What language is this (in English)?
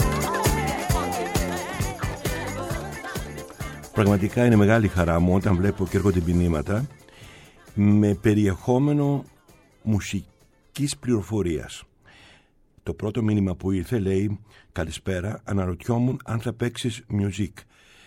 Greek